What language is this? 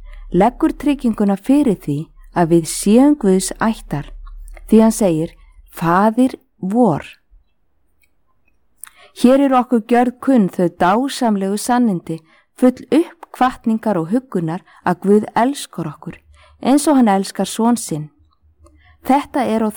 Icelandic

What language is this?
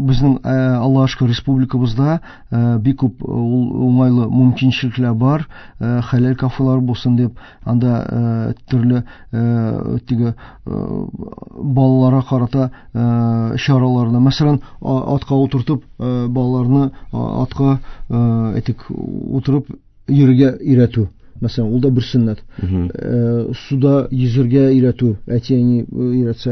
Tatar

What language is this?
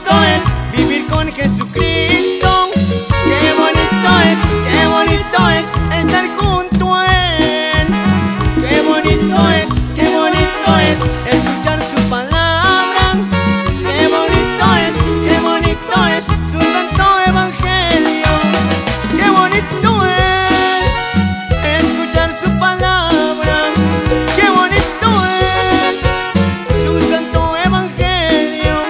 Spanish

